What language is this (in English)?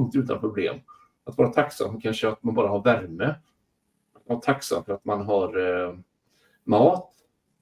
Swedish